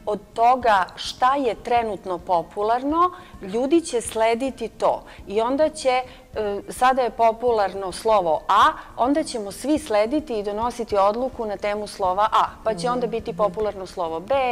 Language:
Serbian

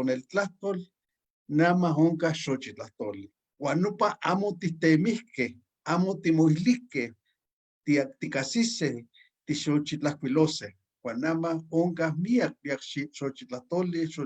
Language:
Eastern Huasteca Nahuatl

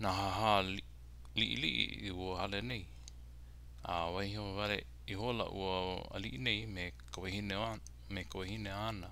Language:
Hawaiian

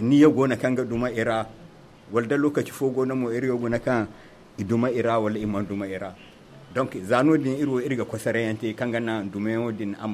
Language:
Zarma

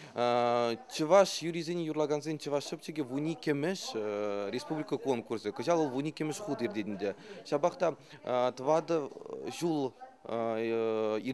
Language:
Chuvash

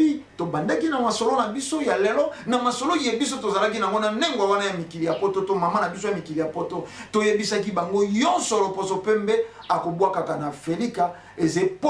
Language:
Lingala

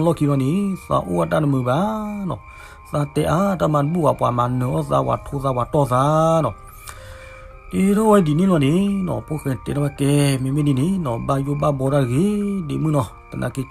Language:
S'gaw Karen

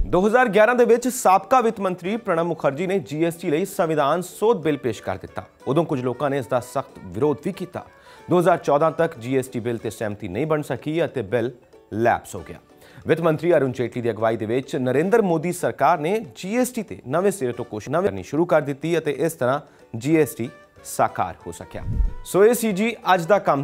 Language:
Punjabi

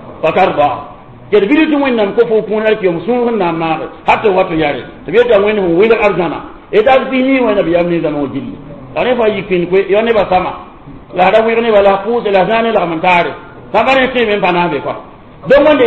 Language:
Mossi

